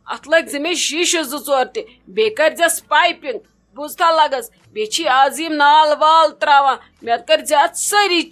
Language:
Kashmiri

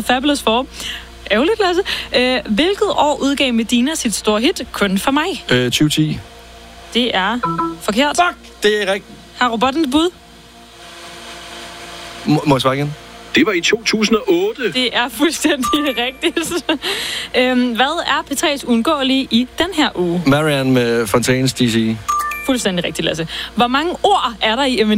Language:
Danish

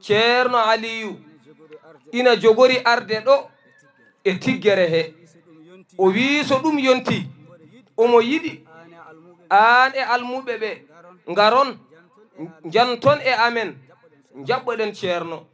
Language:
Fula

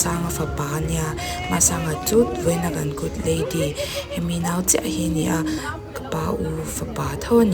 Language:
Mizo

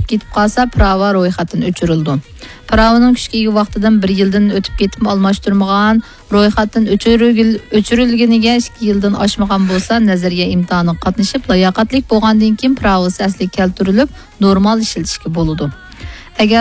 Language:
Uyghur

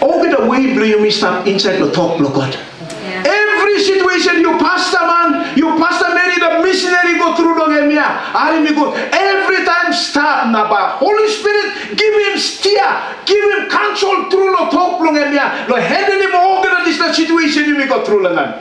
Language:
Tok Pisin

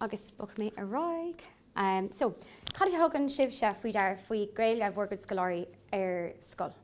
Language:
Irish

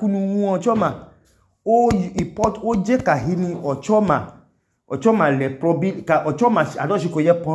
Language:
Idoma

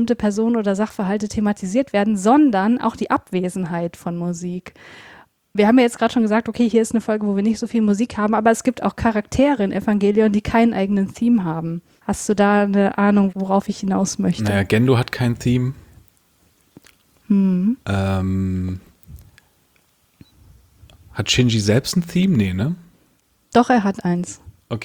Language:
German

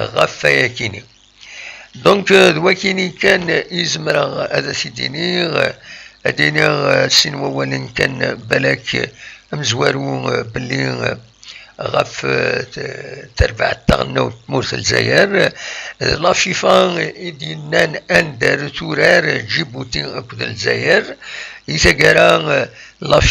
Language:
Kabyle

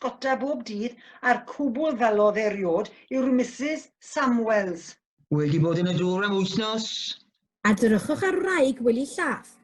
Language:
Welsh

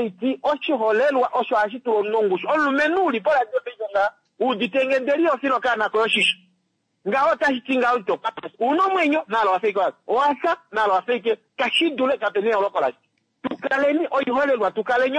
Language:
Kuanyama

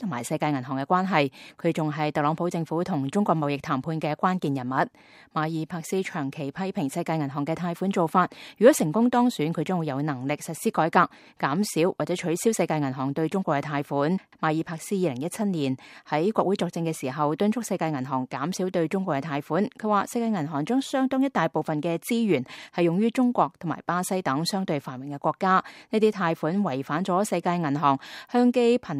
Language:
Cantonese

